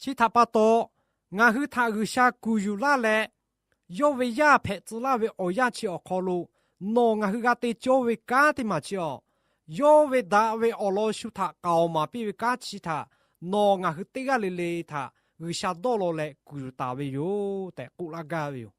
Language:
Lahu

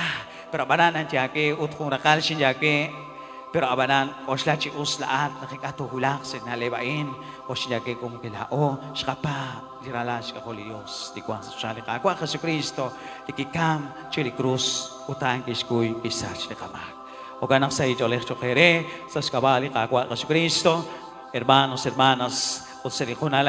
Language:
Kekchí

